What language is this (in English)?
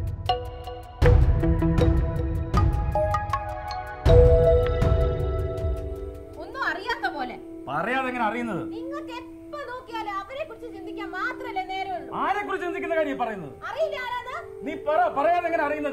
Malayalam